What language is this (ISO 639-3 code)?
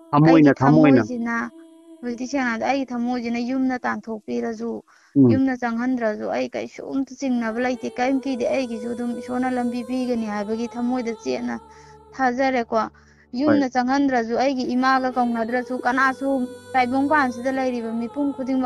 mni